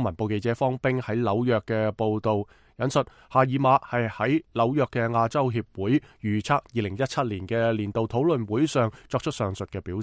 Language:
Cantonese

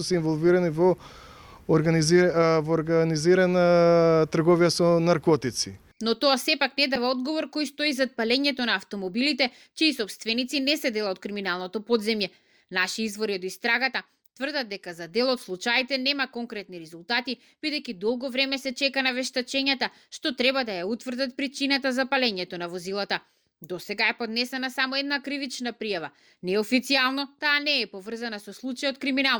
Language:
Macedonian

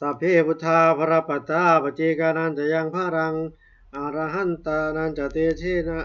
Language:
Pali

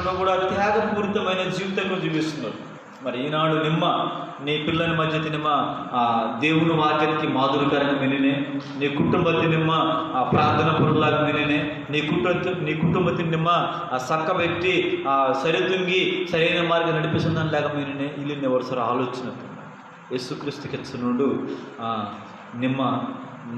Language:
Koya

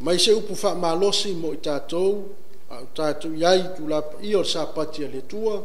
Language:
Samoan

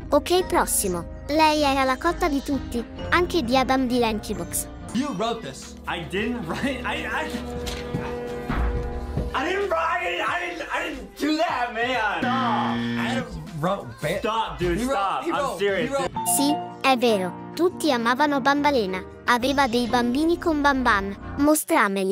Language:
Italian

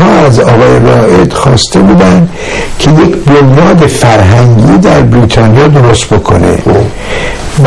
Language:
Persian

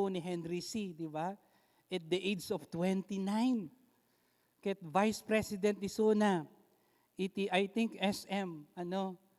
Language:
Iloko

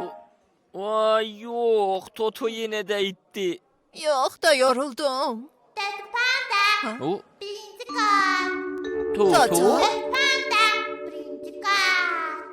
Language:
South Azerbaijani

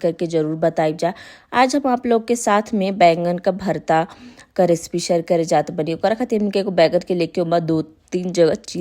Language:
Bhojpuri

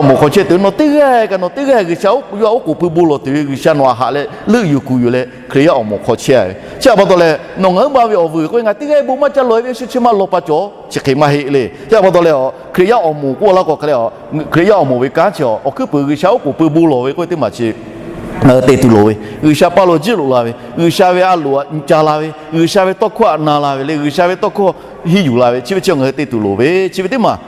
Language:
Lahu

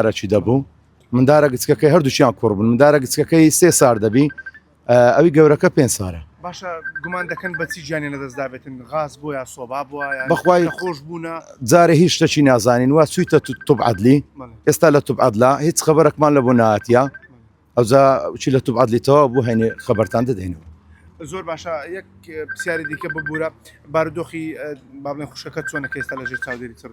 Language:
Central Kurdish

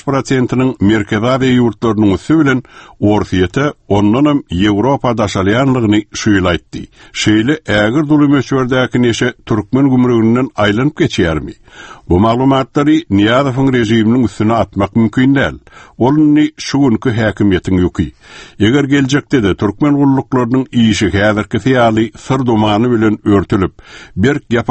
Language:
Turkmen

